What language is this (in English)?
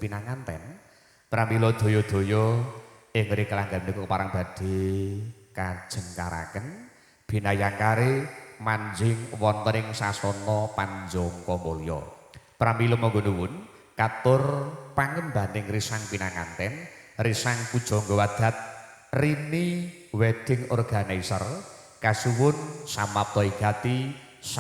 Javanese